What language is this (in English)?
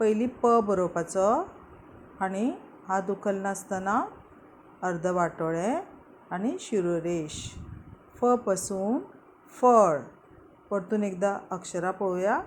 Konkani